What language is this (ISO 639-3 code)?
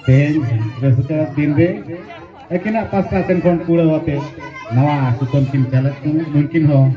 sat